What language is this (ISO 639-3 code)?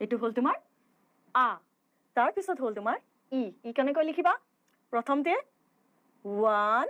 asm